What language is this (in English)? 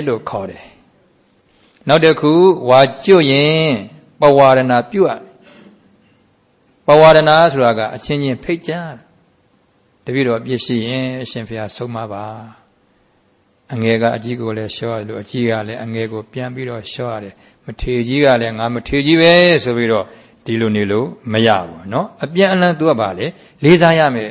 Burmese